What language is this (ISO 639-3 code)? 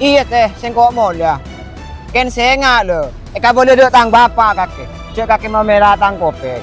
mad